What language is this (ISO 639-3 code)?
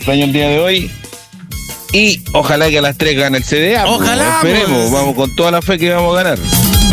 spa